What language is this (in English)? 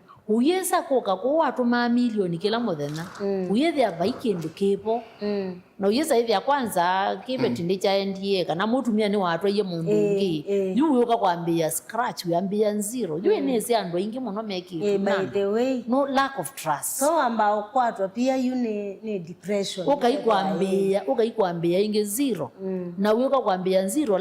Kamba